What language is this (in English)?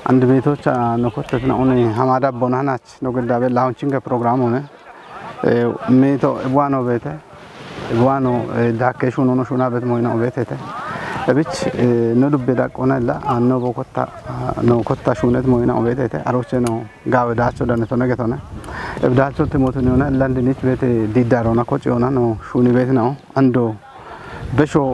Kafa